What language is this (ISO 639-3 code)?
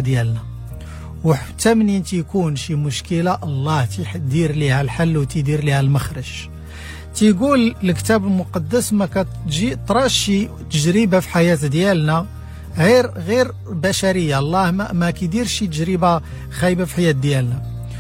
ary